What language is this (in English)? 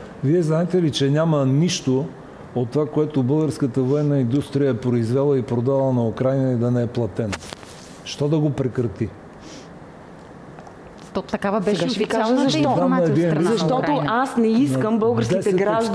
Bulgarian